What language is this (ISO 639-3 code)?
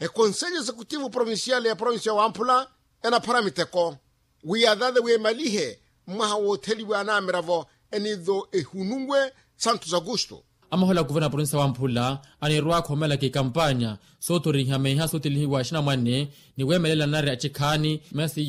vmw